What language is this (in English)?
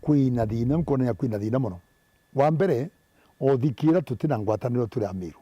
Meru